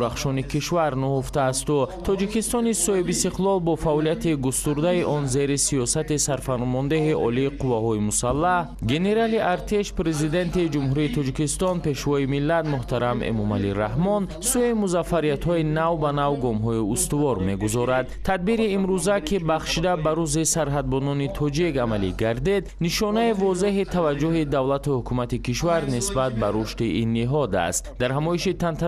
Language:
Tajik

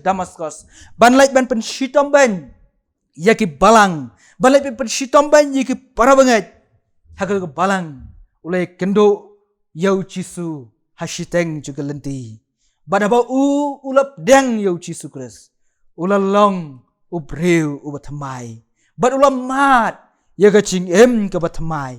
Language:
Khasi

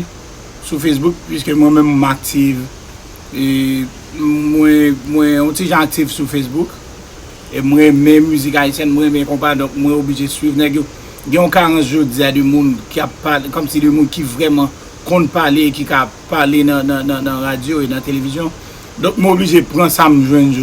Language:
Haitian Creole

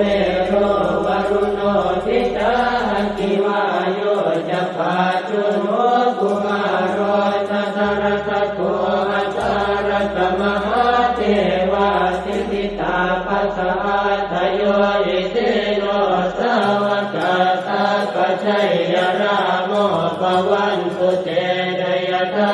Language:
Pali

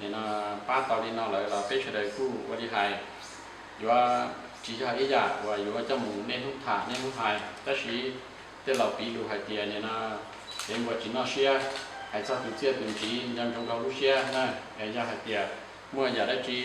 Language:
Hmong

